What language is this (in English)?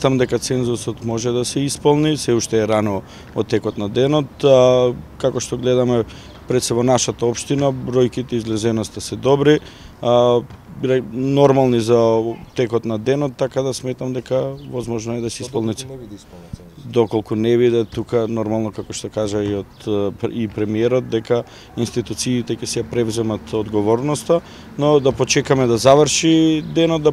Macedonian